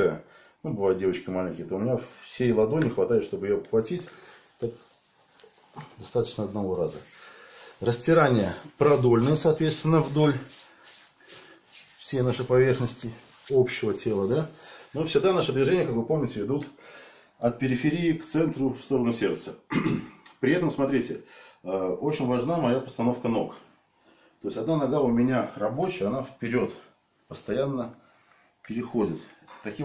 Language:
Russian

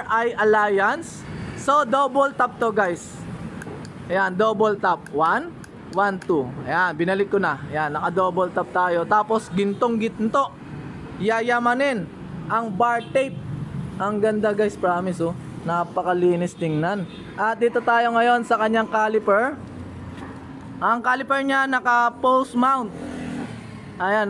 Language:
Filipino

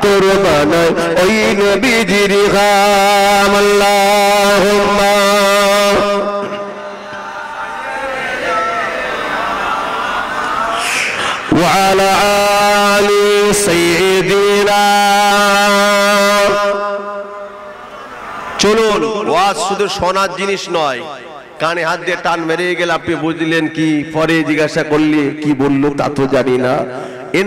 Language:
Bangla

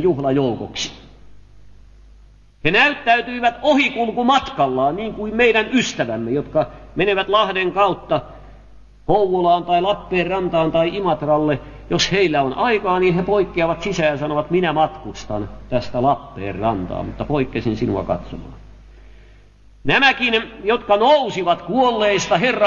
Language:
Finnish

